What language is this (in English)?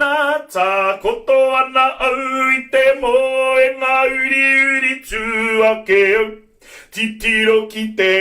Māori